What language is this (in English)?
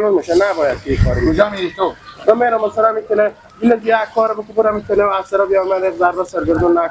Hazaragi